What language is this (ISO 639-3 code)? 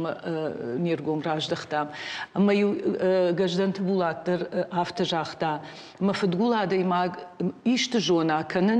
oss